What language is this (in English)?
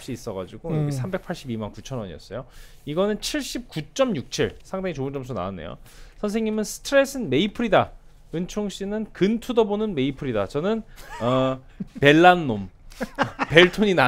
Korean